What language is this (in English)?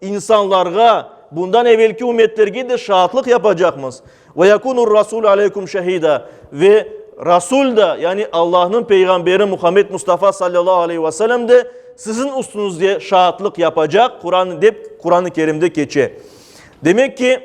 Crimean Tatar